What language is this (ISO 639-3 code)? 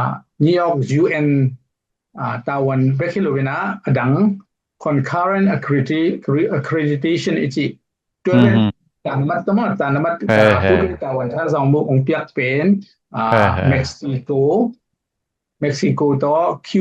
ctd